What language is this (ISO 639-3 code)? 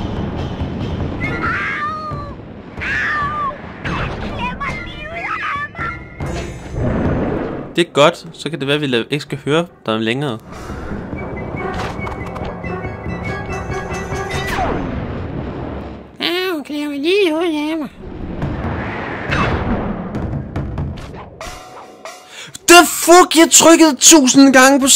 dan